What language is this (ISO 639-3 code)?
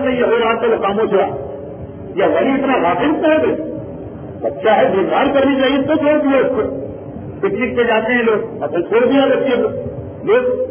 urd